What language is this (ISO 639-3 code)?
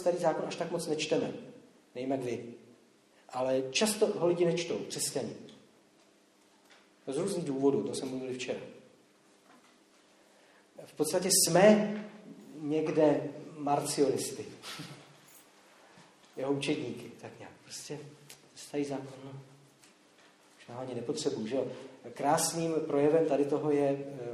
ces